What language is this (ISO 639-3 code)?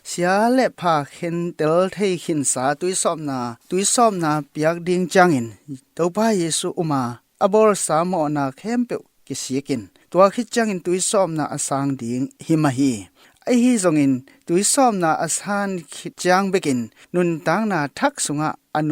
ctd